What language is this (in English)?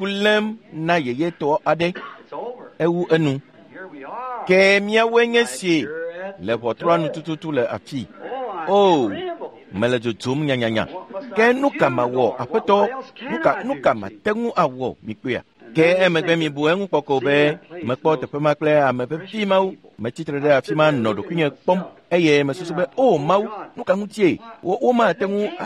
Ewe